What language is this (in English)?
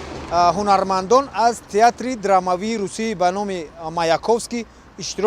Tajik